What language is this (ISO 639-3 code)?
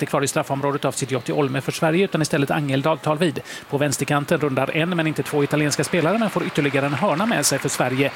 swe